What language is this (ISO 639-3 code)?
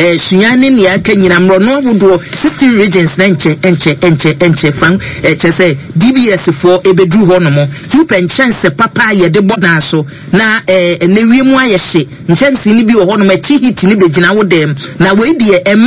aka